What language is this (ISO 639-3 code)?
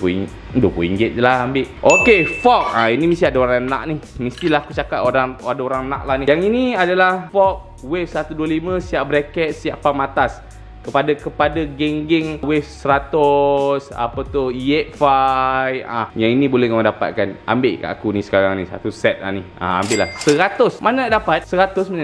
msa